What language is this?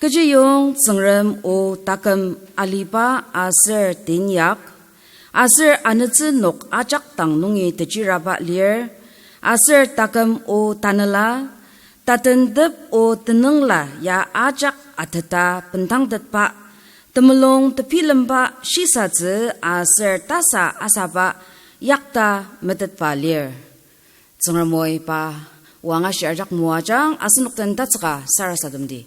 Ao Naga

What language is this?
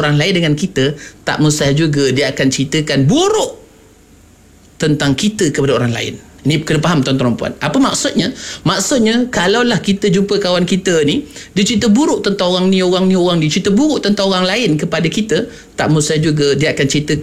Malay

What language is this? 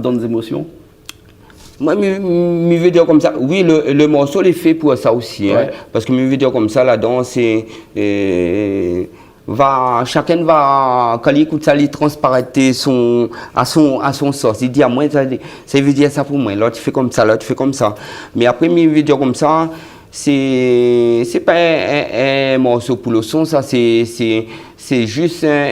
Réunion Creole French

